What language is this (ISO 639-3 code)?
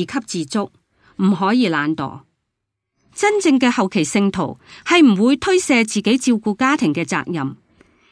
yue